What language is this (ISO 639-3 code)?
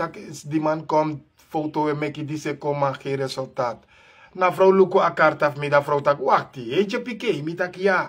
srn